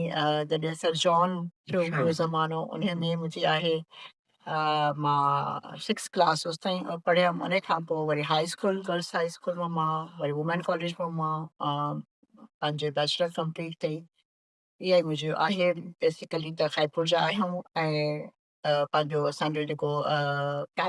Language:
Sindhi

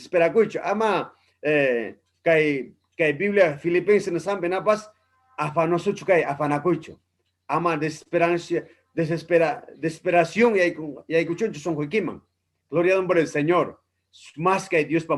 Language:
Ayacucho Quechua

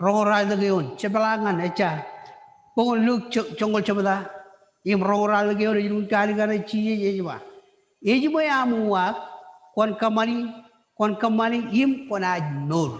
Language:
Marshallese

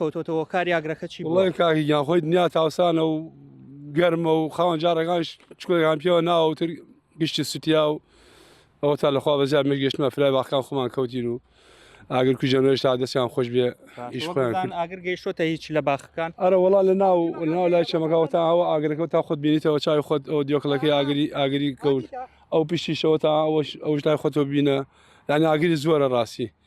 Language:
Central Kurdish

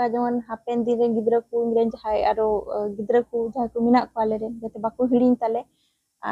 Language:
Santali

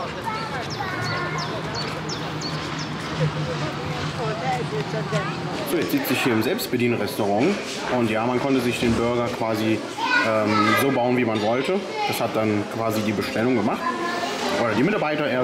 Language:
German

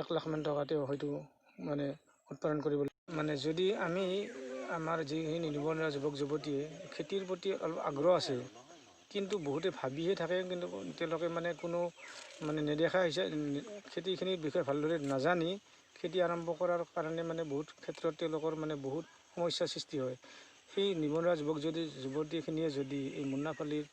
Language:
Assamese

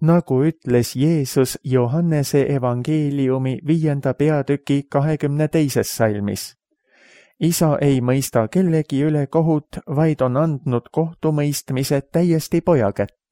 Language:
Estonian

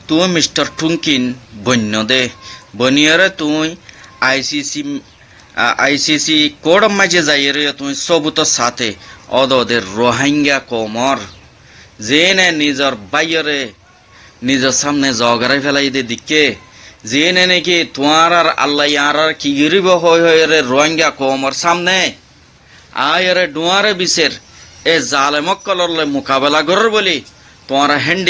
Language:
Rohingya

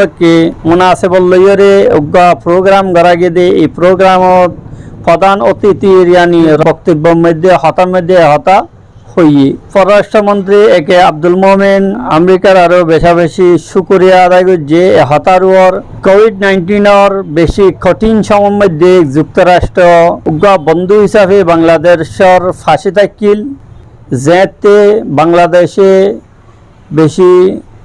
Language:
Rohingya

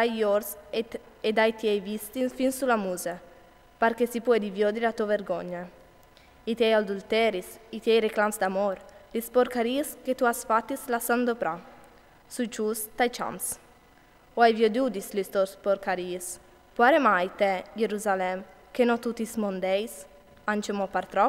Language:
Friulian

